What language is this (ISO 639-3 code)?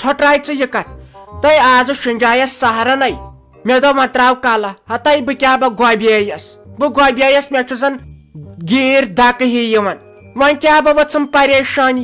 kas